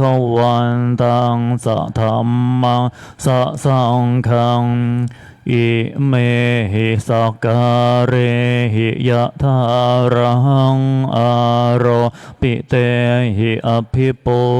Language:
Pali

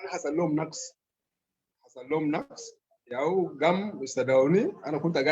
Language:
Sudanese Arabic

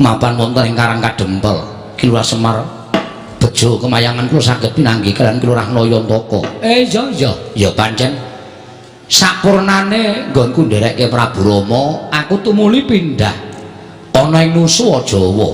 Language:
Javanese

